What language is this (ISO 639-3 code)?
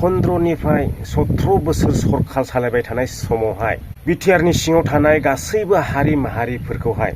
brx